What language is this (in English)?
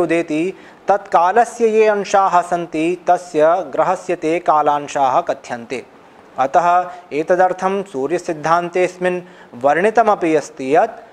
Sanskrit